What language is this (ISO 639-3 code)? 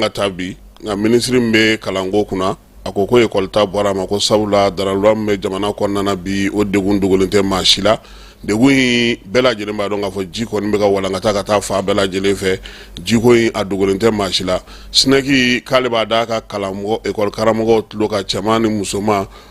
bam